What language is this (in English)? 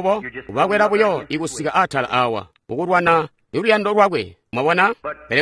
Tonga (Zambia)